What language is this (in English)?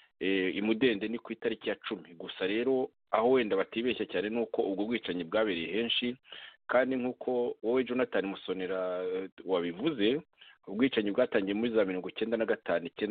Kinyarwanda